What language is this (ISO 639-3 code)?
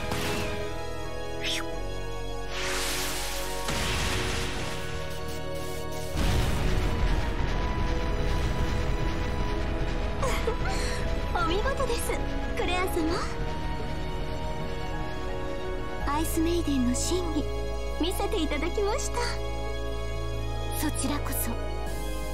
jpn